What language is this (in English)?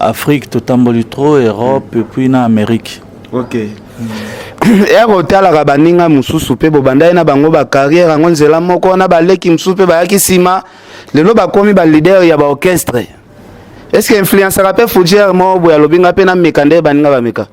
Lingala